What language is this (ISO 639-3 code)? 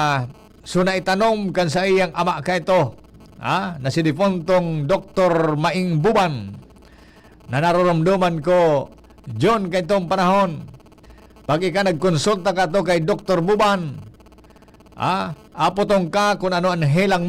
bik